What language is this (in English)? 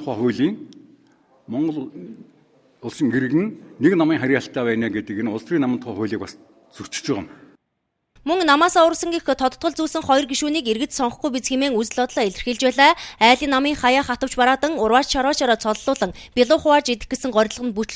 Mongolian